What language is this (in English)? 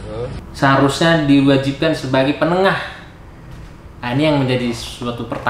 Indonesian